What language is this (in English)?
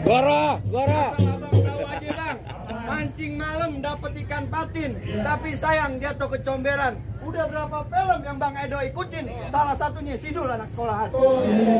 Betawi